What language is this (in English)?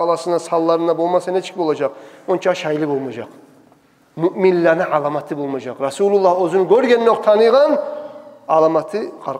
Kumyk